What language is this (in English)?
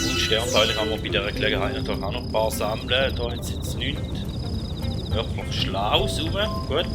Swiss German